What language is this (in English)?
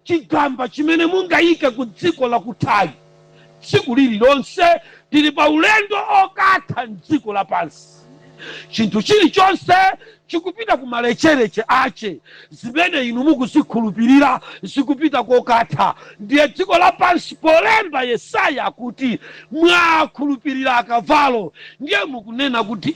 Nyanja